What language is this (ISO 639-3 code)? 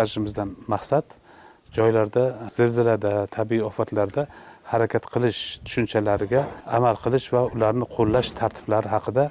uzb